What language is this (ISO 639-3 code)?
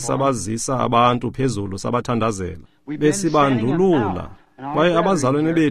xho